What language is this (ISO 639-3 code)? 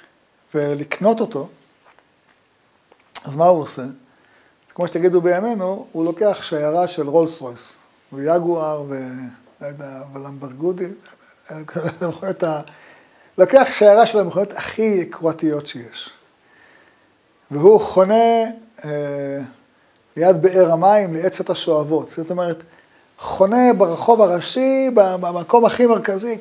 heb